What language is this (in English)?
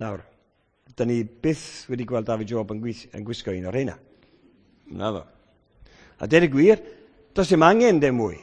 Welsh